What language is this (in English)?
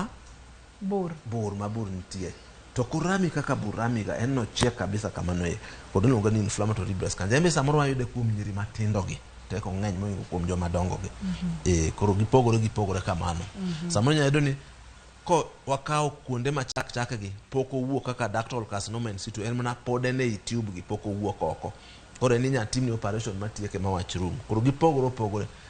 Luo (Kenya and Tanzania)